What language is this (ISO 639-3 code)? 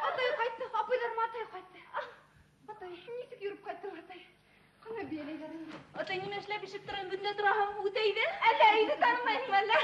bak